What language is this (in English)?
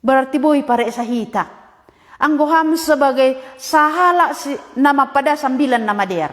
Batak Simalungun